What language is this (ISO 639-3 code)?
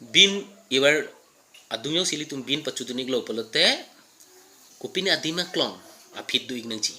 mjw